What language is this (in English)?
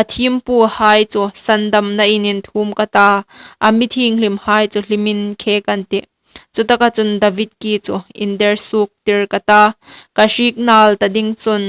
Hmar